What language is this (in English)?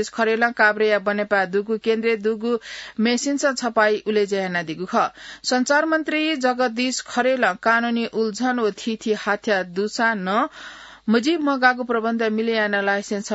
Newari